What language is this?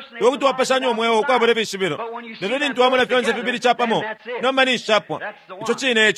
Bemba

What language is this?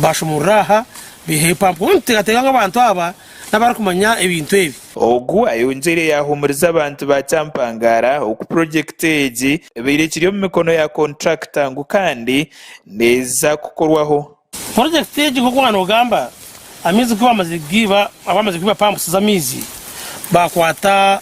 Nyankole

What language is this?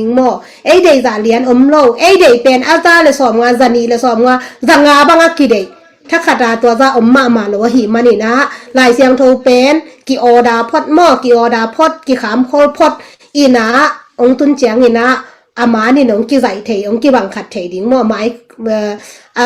Tedim Chin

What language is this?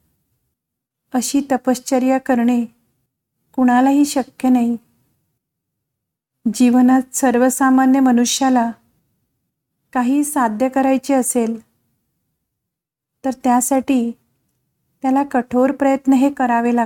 Marathi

